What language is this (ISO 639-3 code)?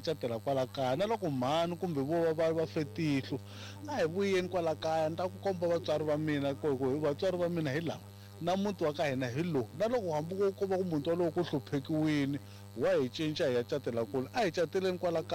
tso